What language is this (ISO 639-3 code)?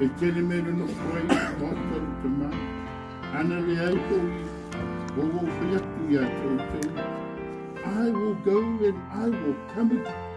smo